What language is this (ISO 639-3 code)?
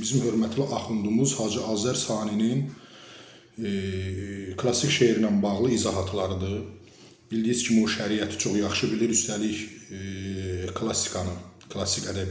aze